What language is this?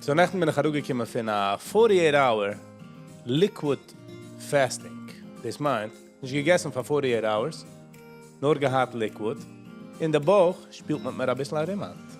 Yiddish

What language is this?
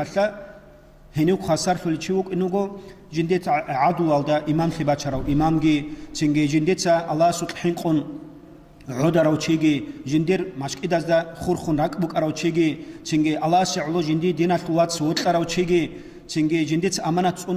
Avaric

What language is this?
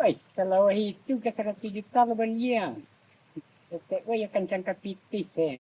Minangkabau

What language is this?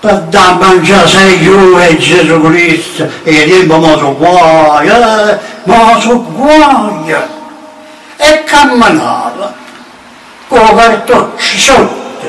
Neapolitan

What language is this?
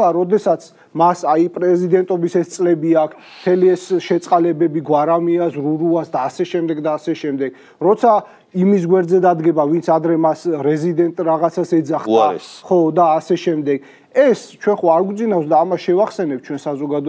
Georgian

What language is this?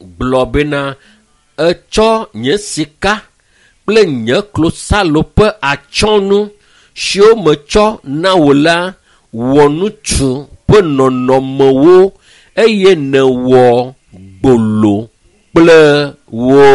Ewe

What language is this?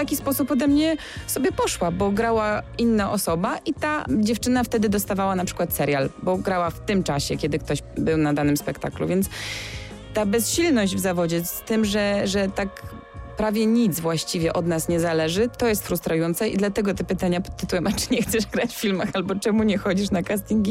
Polish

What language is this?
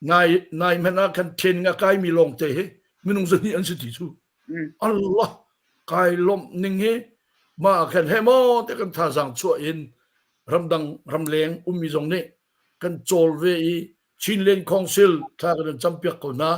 Hakha Chin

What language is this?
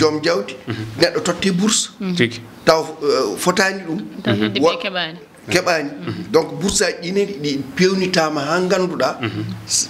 Fula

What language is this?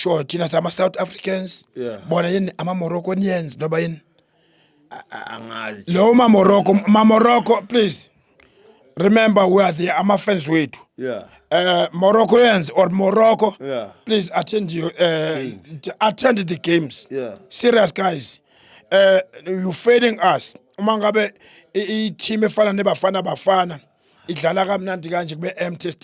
Zulu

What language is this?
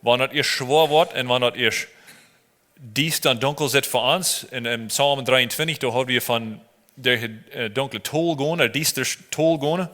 Plautdietsch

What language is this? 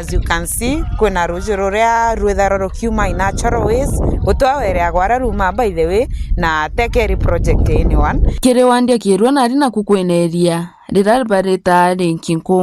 Meru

